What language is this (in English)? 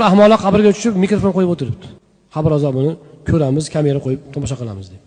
Uzbek